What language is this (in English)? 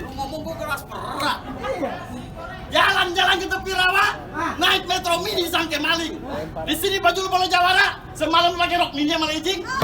Betawi